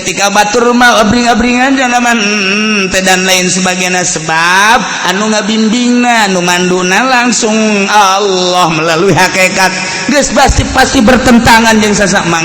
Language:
Sundanese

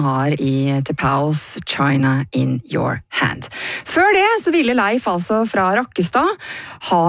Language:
Norwegian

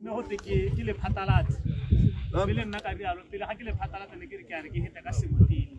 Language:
Tswana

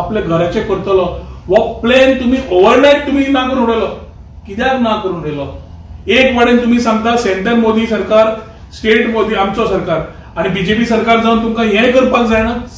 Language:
Konkani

